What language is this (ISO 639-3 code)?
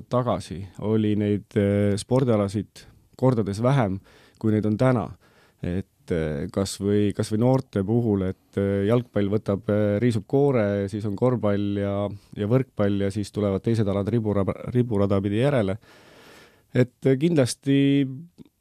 est